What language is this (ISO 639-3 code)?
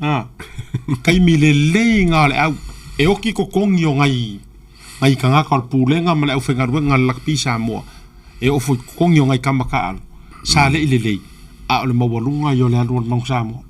smo